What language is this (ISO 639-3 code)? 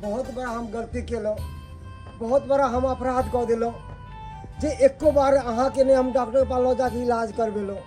mai